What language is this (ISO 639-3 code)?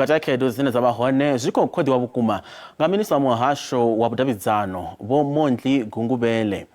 ven